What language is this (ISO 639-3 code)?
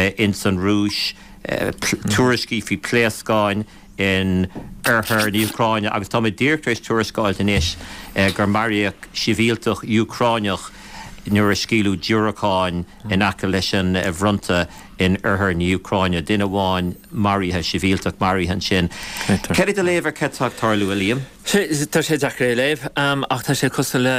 gle